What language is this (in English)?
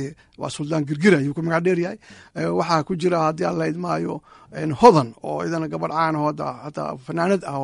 Somali